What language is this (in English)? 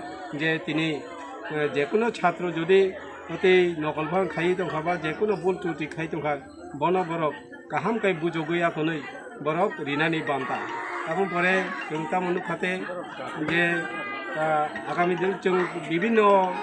Kok Borok